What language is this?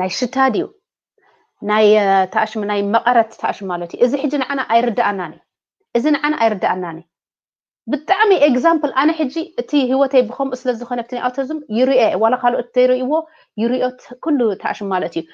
Tigrinya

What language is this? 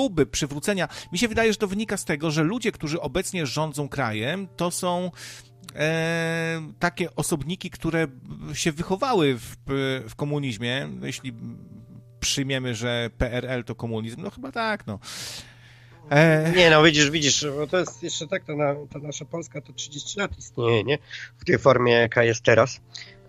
Polish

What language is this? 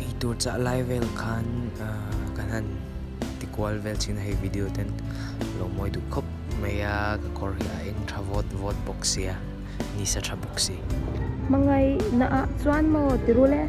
Mizo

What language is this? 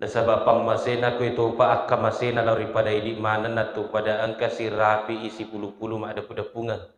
Buginese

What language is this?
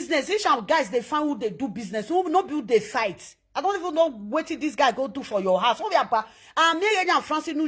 Nigerian Pidgin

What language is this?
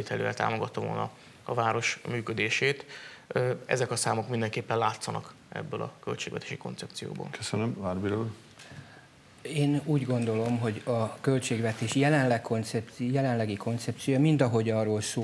Hungarian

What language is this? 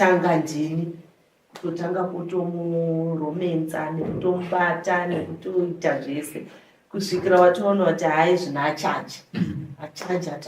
Shona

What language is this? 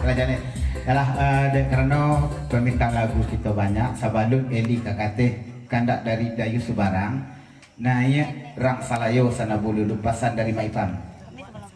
Minangkabau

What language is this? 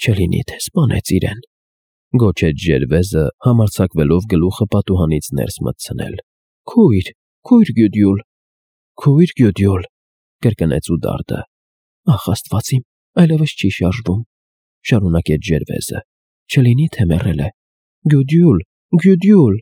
Armenian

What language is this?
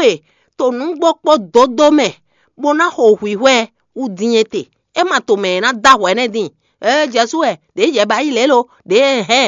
Fon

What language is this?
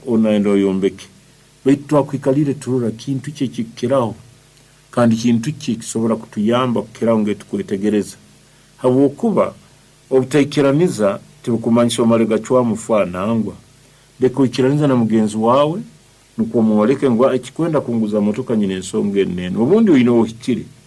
Nyoro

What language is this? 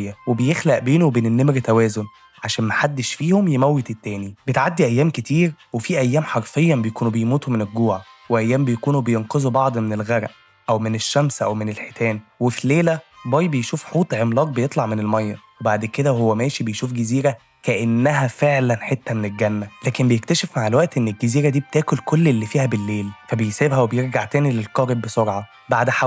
Egyptian Arabic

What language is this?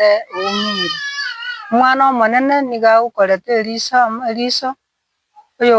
Gusii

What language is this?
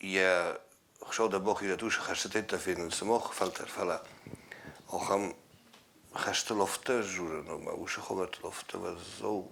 Ossetic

